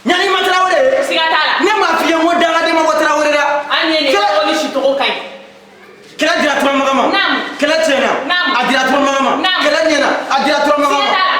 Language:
Bambara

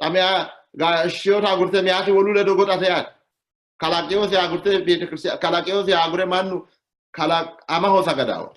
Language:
Sidamo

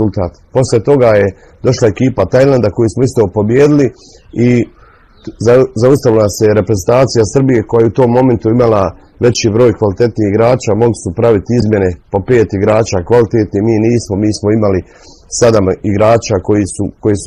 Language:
Bosnian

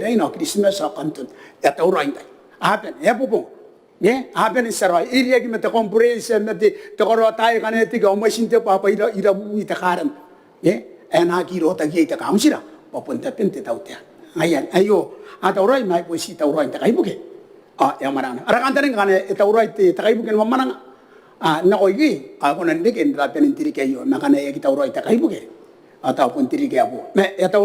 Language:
Gilbertese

